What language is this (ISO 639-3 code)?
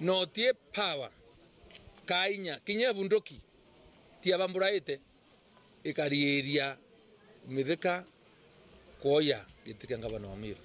mer